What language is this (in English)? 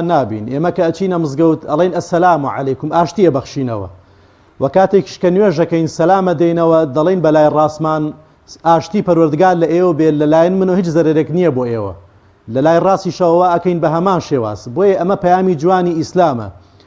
Central Kurdish